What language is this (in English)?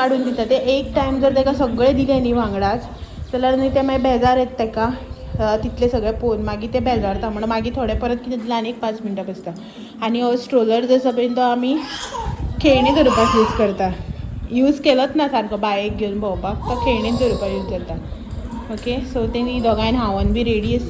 Konkani